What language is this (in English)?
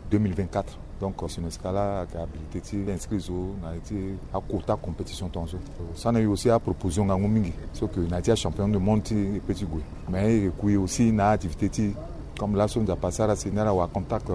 Sango